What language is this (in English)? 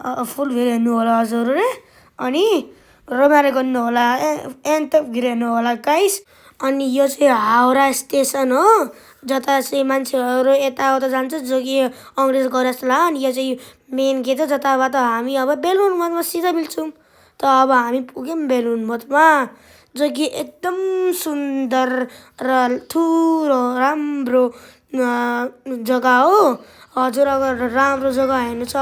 Nepali